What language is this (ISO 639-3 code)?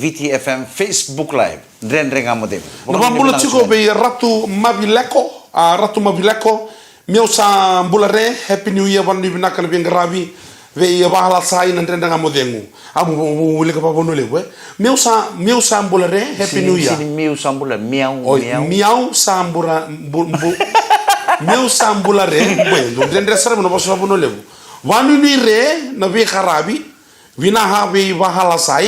fij